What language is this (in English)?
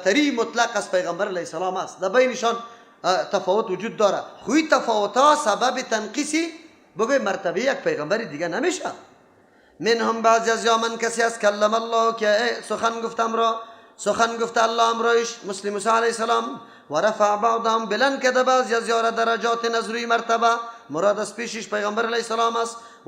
Persian